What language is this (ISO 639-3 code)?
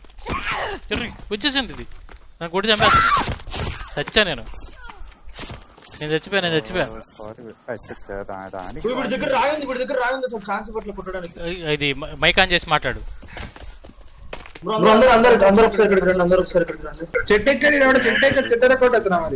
tel